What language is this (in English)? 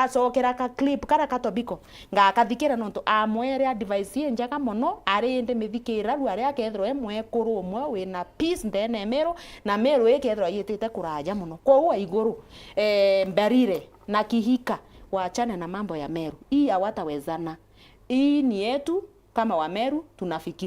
Meru